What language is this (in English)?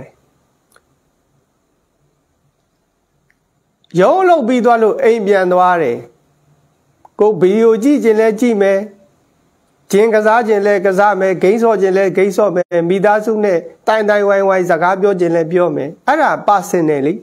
Burmese